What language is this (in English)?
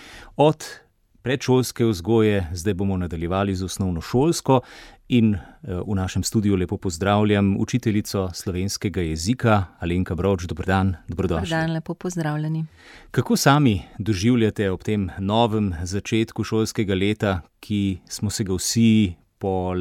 Slovenian